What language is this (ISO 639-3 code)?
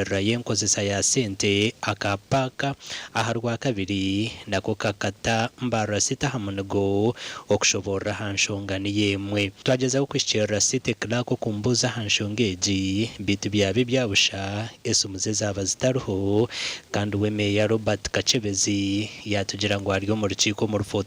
nyn